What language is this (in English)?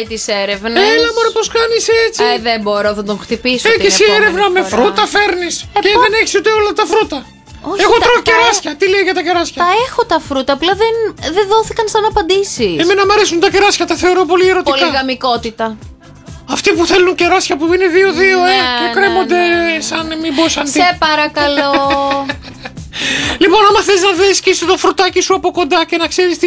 Greek